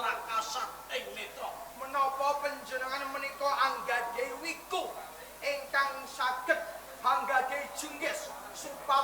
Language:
Javanese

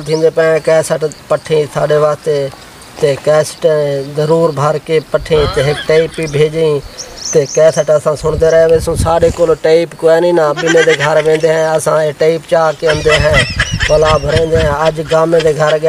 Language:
Saraiki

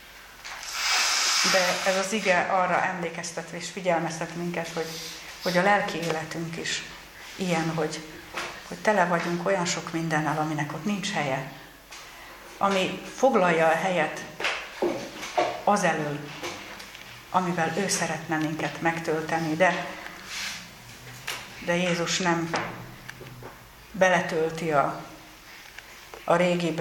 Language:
Hungarian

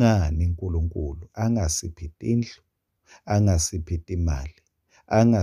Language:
Swati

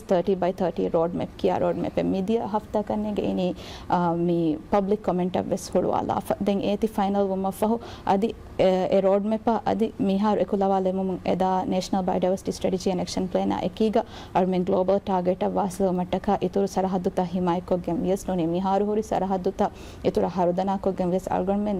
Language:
Divehi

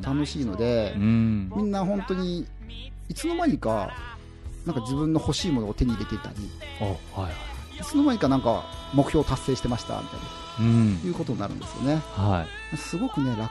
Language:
Japanese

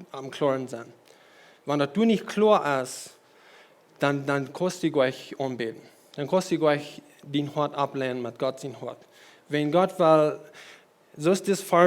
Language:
Plautdietsch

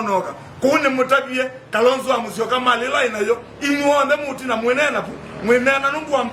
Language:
Kamba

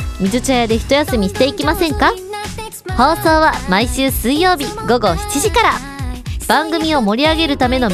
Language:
Japanese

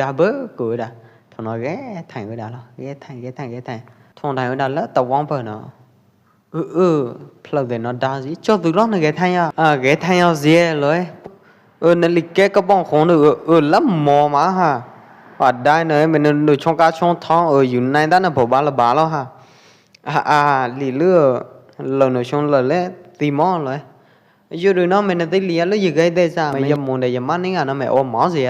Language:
Pwo Eastern Karen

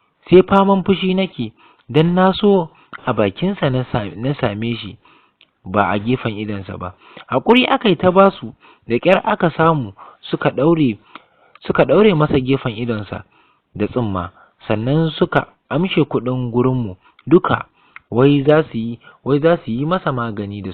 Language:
Hausa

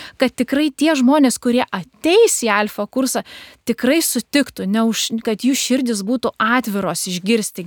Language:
Lithuanian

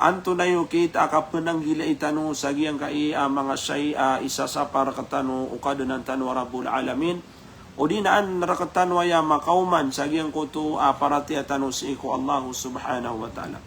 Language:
Maranao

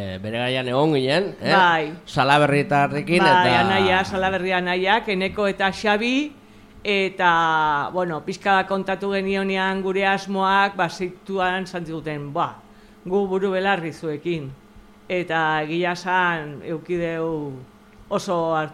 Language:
Basque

